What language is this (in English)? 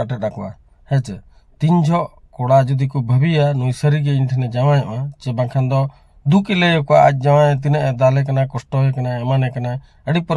Santali